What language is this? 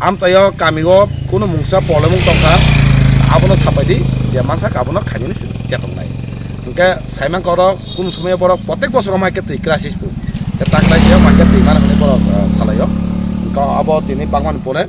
Kok Borok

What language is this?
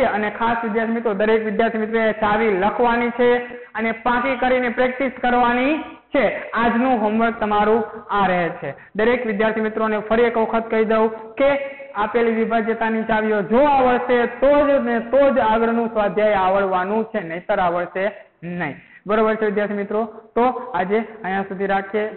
Gujarati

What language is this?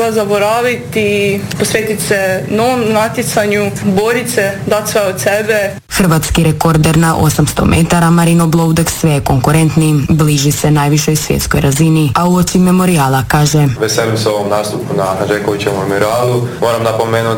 Croatian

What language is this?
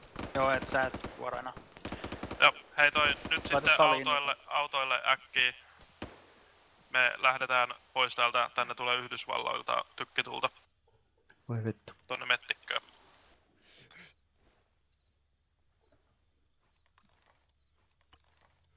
Finnish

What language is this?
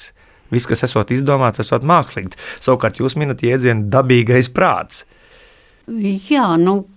Latvian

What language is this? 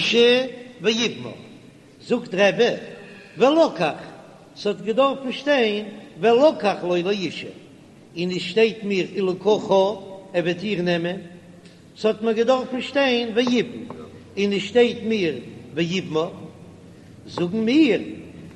Yiddish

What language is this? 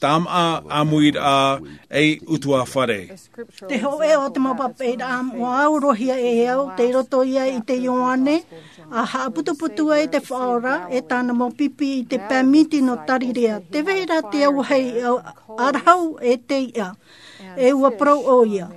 Tahitian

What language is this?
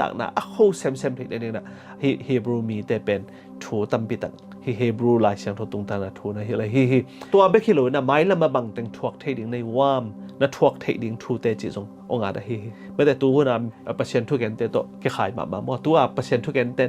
Tedim Chin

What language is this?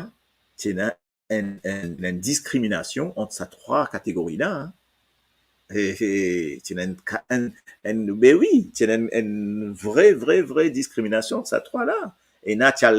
Morisyen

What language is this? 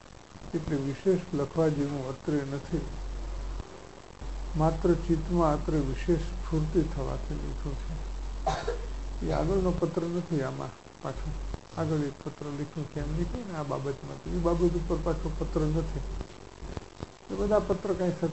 Gujarati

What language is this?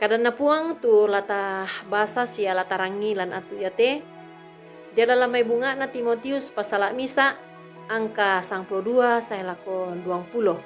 Toraja-Sa'dan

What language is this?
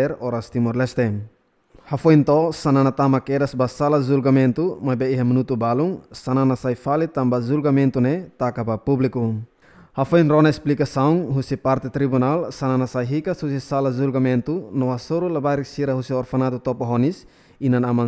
Tetum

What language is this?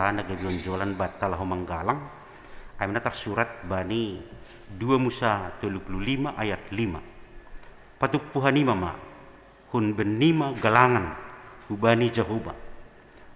Batak Simalungun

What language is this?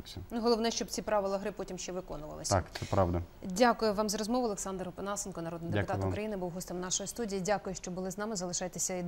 Ukrainian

